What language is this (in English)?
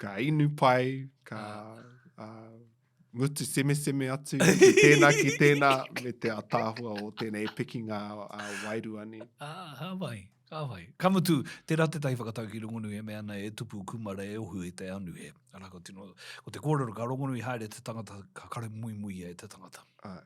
Māori